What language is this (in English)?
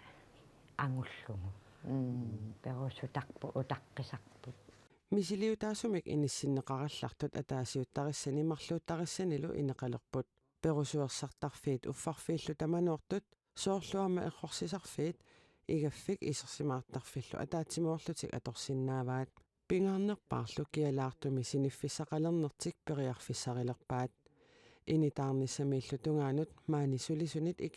Kalaallisut